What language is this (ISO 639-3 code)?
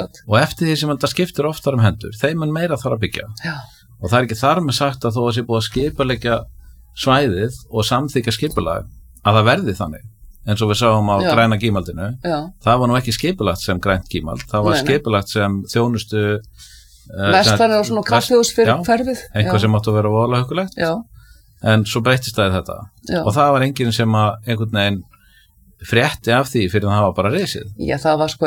isl